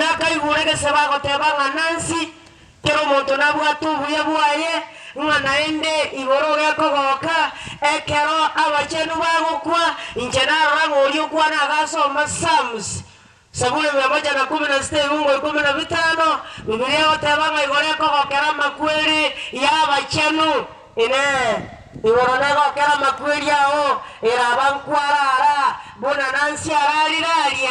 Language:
Gusii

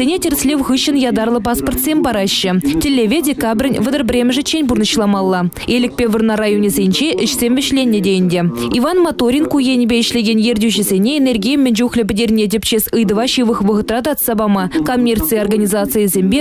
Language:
Chuvash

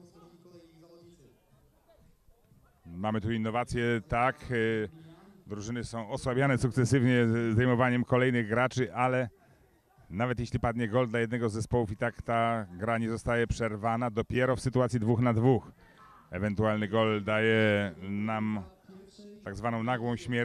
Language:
Polish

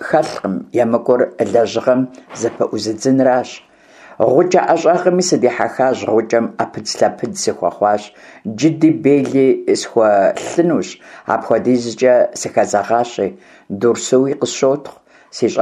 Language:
Kabardian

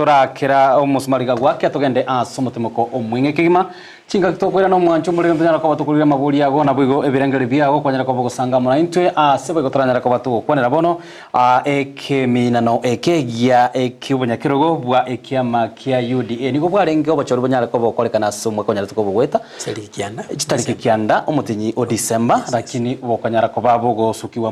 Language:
Gusii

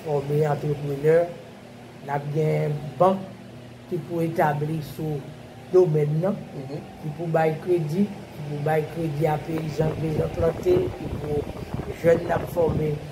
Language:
Haitian Creole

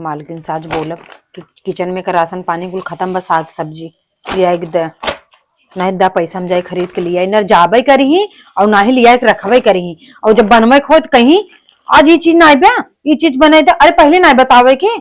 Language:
Awadhi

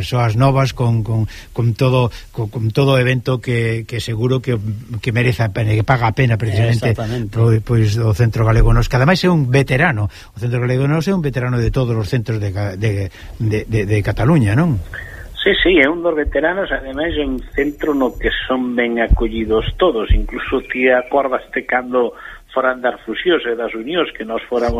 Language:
Galician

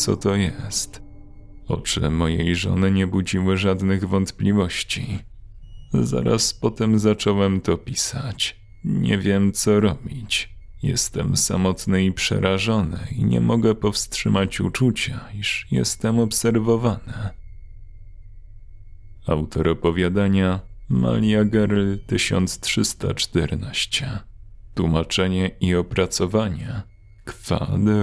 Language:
Polish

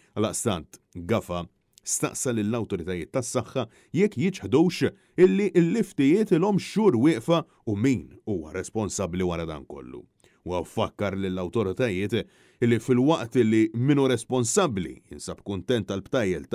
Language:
Maltese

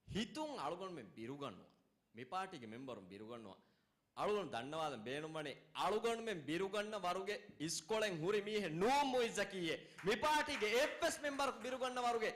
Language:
Divehi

